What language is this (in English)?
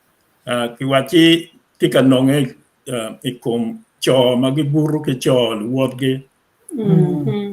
Acoli